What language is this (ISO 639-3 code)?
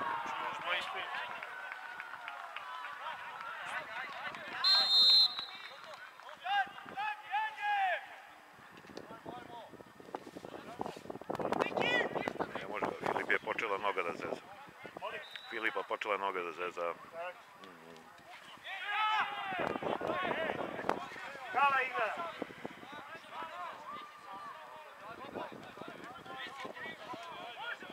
srp